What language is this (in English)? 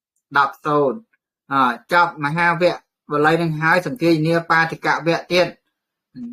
Khmer